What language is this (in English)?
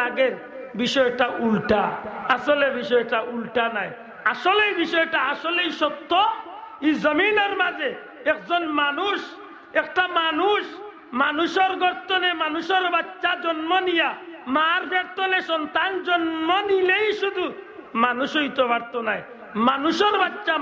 Sylheti